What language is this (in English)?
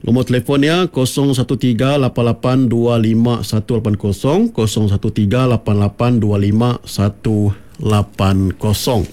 Iban